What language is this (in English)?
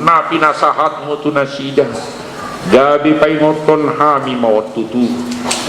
Batak Toba